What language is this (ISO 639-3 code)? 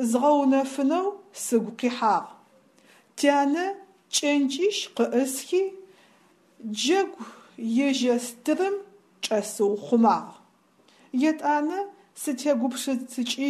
ady